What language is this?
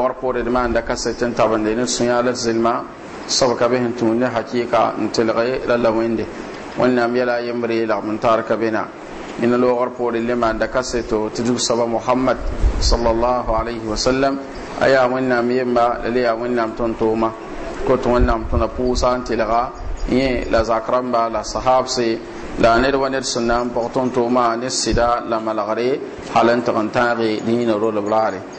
Mossi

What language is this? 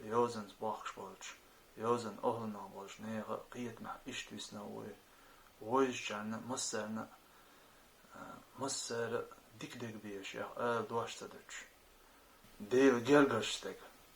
Chechen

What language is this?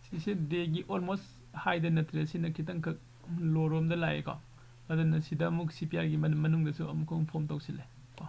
Manipuri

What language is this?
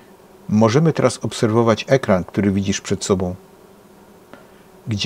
Polish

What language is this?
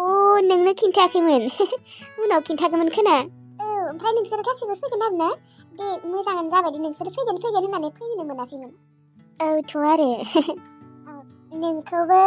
Bodo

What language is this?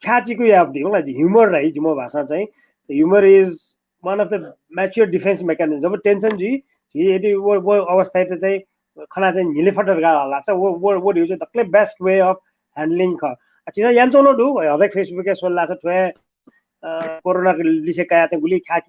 Newari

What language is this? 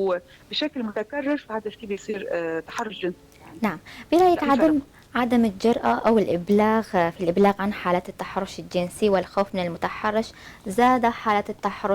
North Levantine Arabic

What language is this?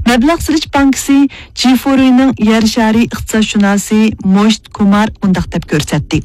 Uyghur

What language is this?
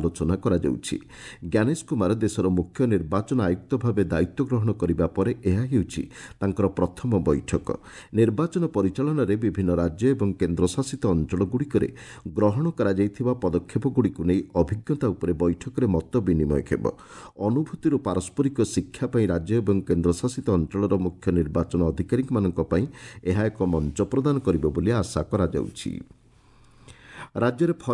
Odia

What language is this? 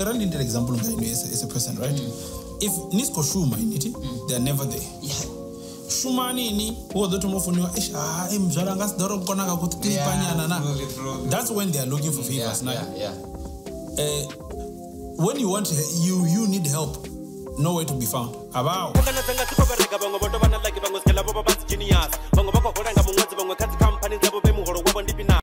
Venda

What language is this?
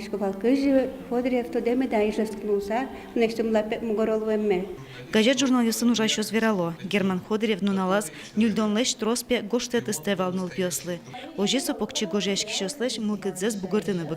Udmurt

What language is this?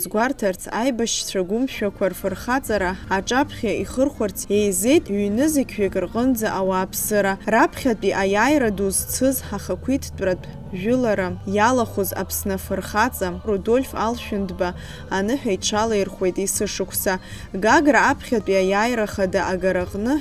Abkhazian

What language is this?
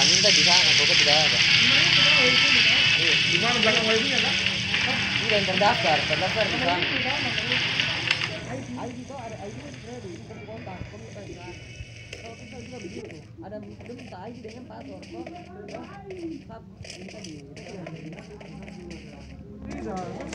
Indonesian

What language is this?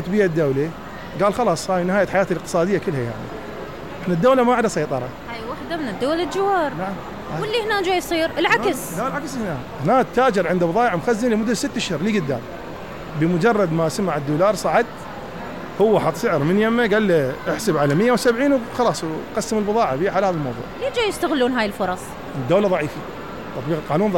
Mesopotamian Arabic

